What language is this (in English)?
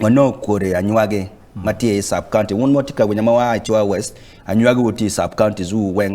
Acoli